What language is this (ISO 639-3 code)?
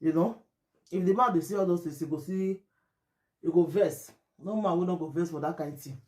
pcm